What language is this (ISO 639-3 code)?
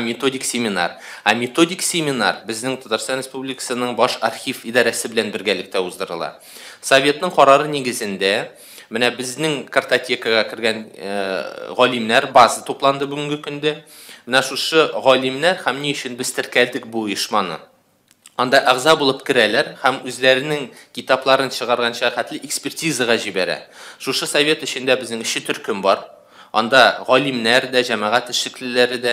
tat